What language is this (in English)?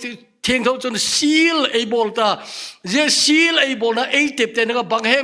Thado Chin